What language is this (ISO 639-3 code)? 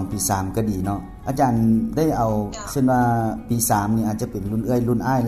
lao